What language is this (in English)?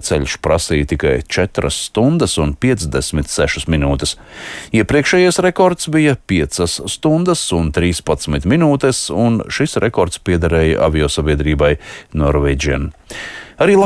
Latvian